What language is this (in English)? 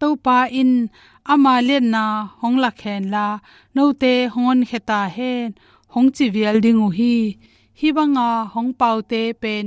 Tedim Chin